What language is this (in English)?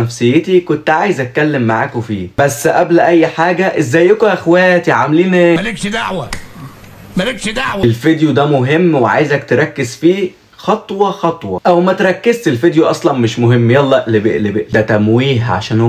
Egyptian Arabic